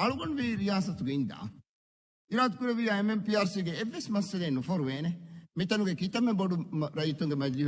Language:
Divehi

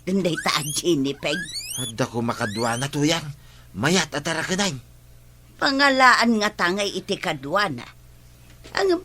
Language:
Iloko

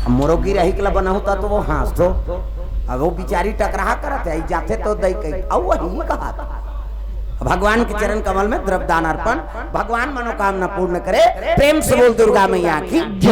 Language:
Chhattisgarhi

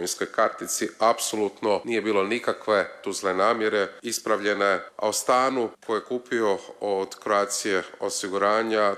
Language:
Croatian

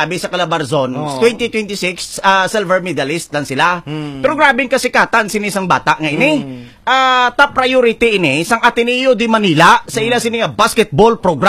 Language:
Hiligaynon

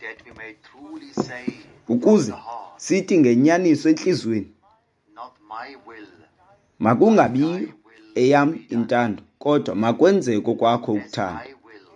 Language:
Xhosa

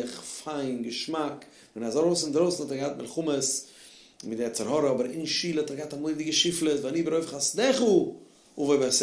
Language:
Yiddish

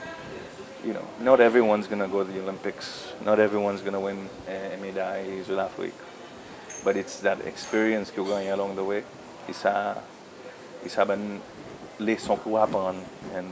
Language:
Seselwa Creole French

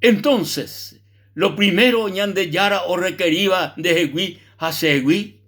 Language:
Guarani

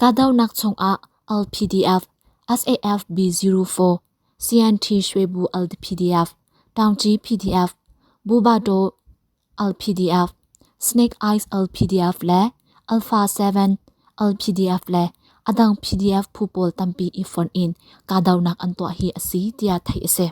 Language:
Hakha Chin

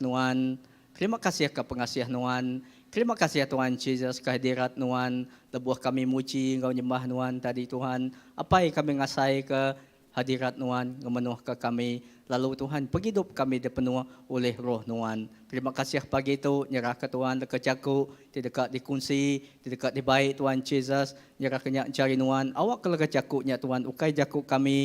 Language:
Iban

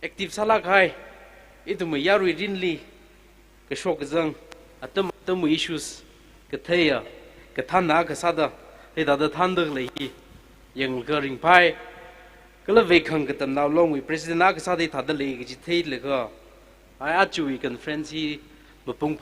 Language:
Tangkhul Naga (India)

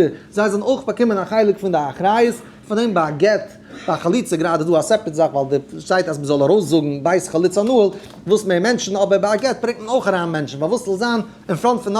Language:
Yiddish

